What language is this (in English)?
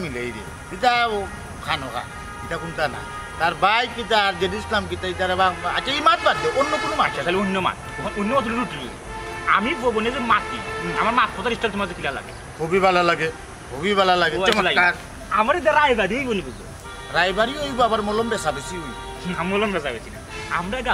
Sylheti